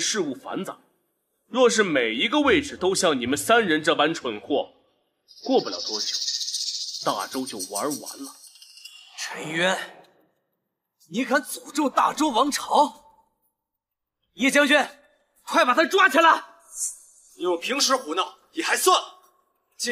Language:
Chinese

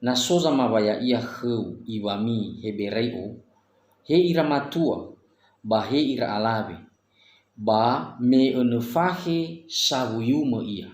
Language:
Nias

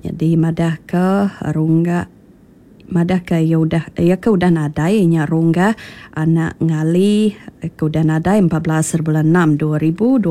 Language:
Iban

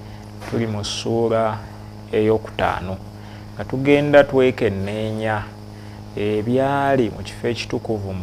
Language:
Ganda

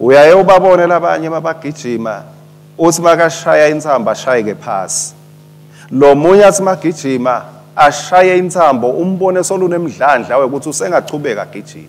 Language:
Swati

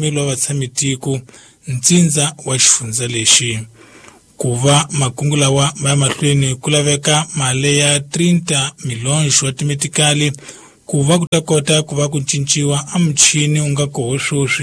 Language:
Tsonga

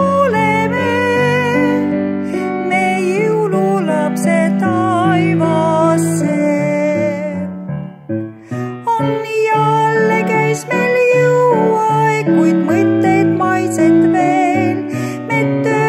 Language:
Estonian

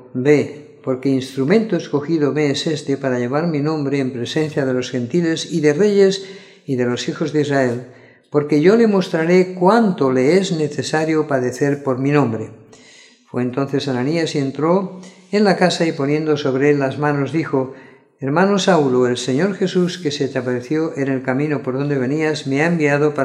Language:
Spanish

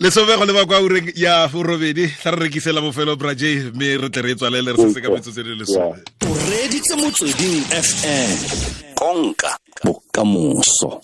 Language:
Tswana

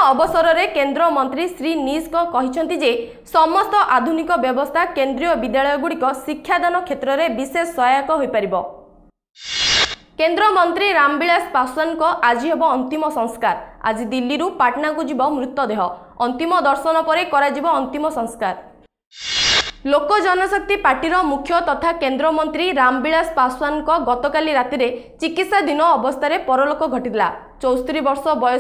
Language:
Odia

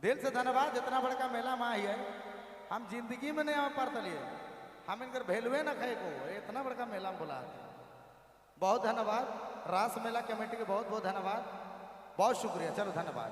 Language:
Sadri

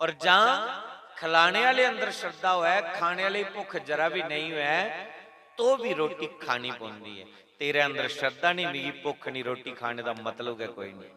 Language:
Dogri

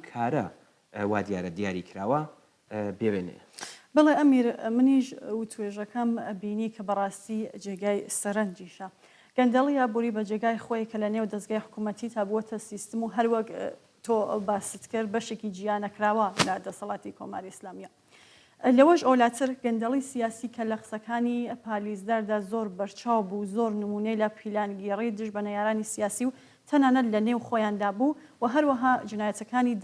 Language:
Central Kurdish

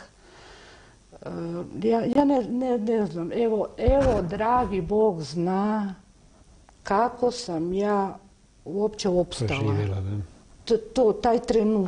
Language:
Croatian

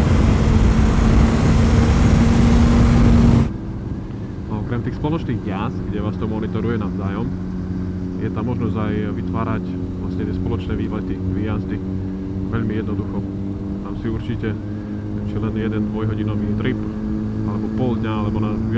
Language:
Slovak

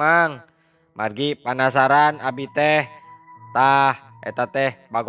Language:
Sundanese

